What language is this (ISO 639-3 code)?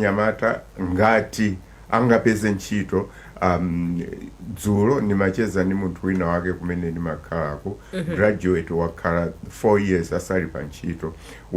nya